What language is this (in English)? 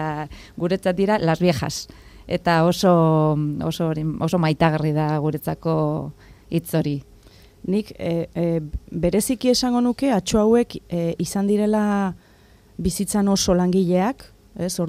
Basque